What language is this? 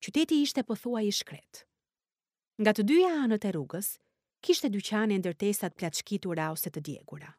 Albanian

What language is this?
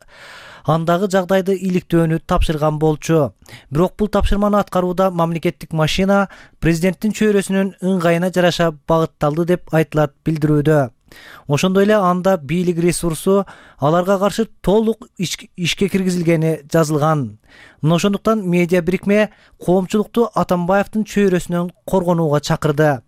Kyrgyz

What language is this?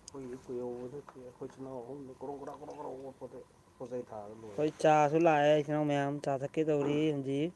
Manipuri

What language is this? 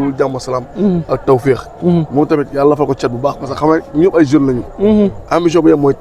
Wolof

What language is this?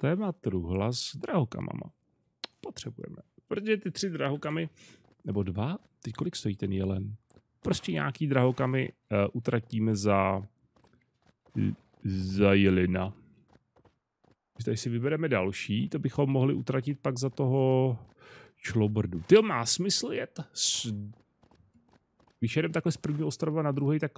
Czech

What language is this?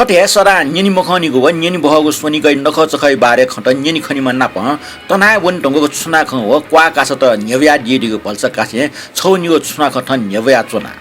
Newari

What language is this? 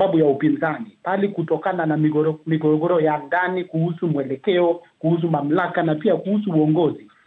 Swahili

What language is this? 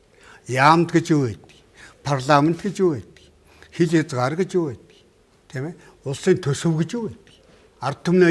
Mongolian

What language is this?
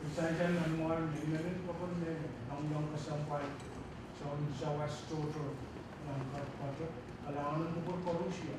Pohnpeian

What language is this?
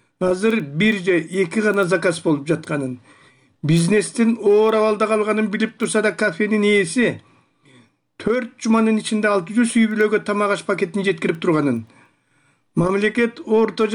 Kyrgyz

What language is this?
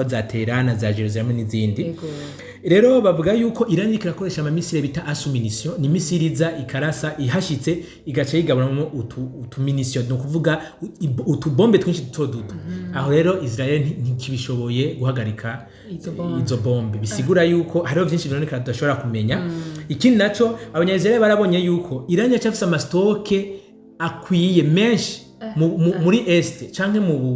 Rundi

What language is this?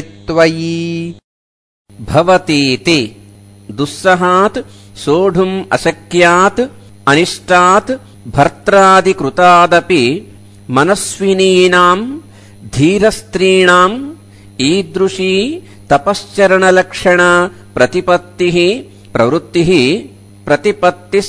Sanskrit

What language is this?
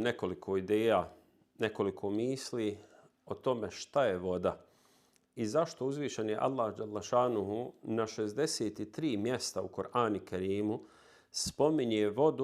Bosnian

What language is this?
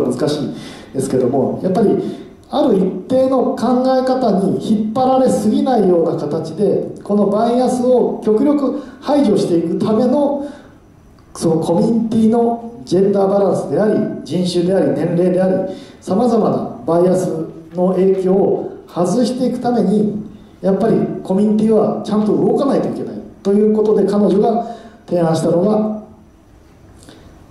Japanese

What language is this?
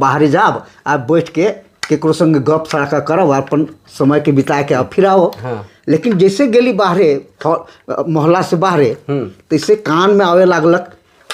Sadri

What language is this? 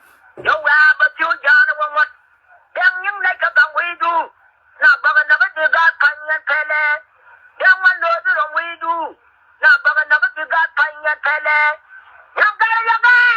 Nuer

